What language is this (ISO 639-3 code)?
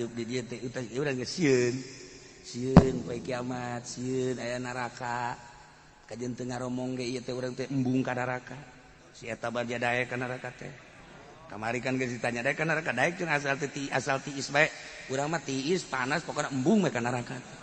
sun